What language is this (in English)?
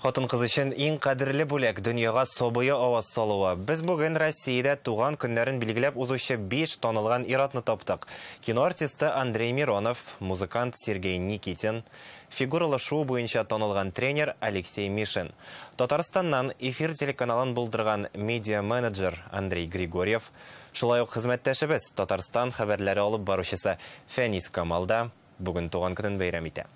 Tatar